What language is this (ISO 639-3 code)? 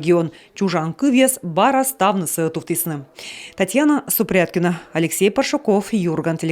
kom